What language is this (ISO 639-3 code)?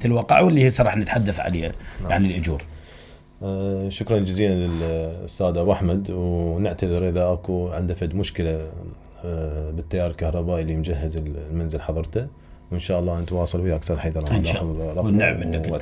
acm